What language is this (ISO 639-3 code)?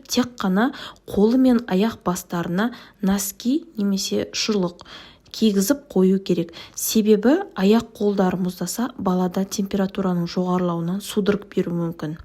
kaz